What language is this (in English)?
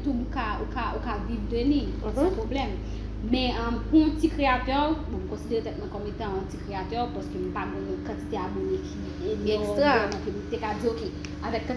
Haitian Creole